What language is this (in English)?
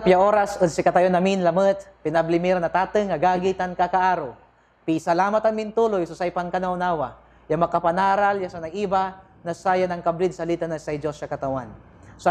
Pangasinan